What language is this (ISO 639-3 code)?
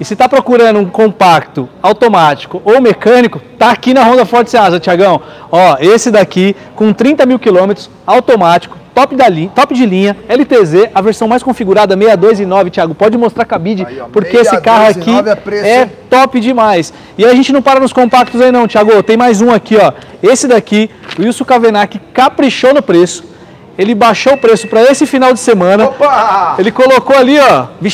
por